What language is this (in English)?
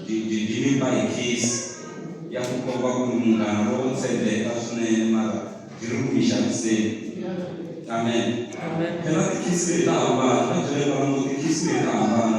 Tsonga